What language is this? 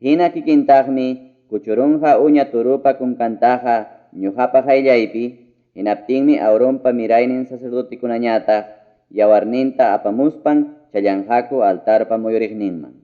Ayacucho Quechua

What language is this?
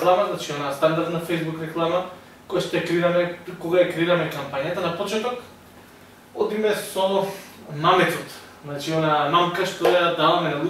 Macedonian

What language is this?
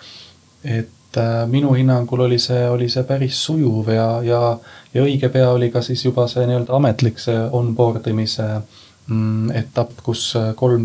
Estonian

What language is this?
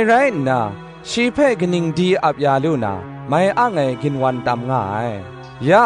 Kachin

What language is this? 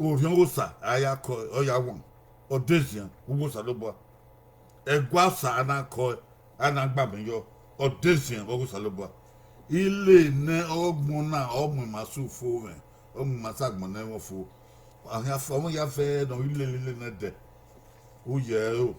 Bini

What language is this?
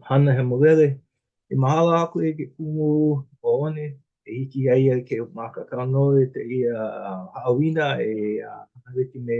Hawaiian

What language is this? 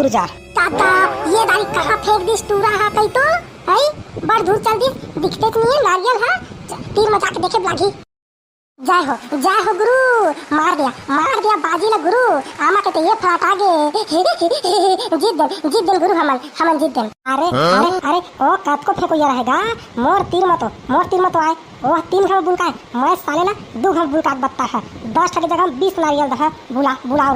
Chhattisgarhi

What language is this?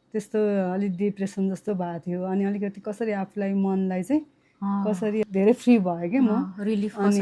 Nepali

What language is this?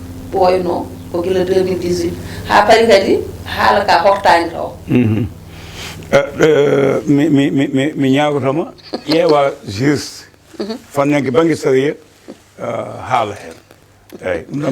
Fula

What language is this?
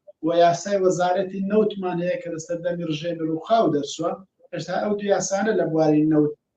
Central Kurdish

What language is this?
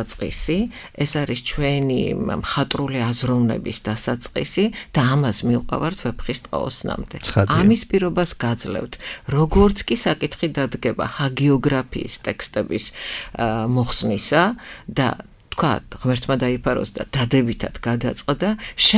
Georgian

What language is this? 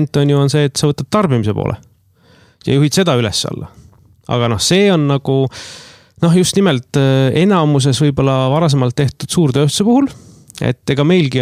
Estonian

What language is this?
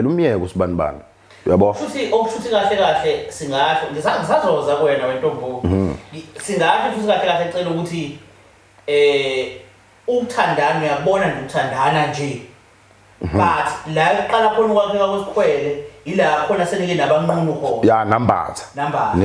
Zulu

